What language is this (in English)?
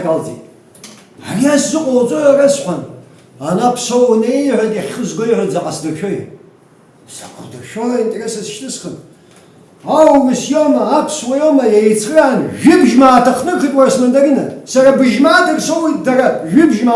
Abkhazian